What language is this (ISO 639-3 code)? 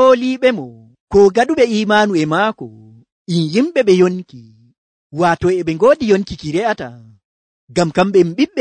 fuv